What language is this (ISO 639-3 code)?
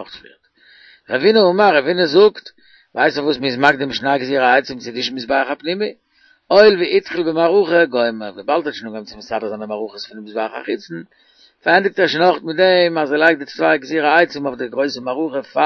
yid